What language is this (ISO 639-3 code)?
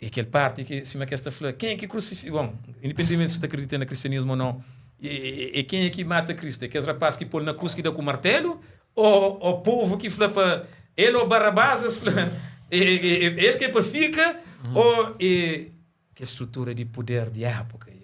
kea